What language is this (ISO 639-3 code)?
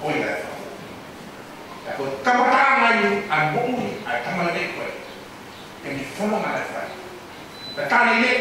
ton